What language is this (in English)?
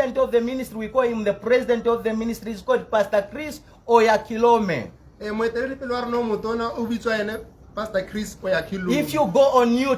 Tswana